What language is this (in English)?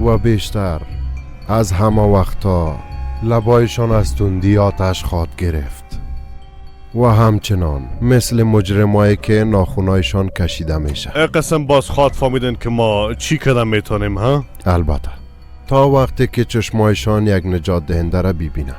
Persian